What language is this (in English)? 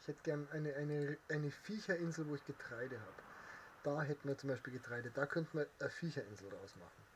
Bavarian